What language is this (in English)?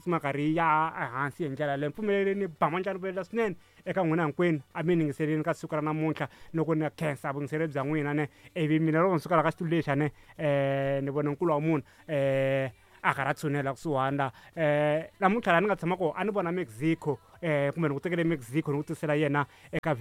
Tsonga